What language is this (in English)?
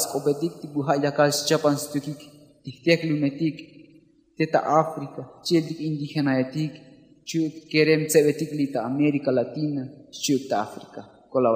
Tzotzil